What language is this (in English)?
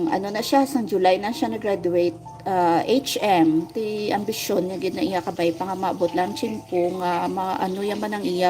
Hiligaynon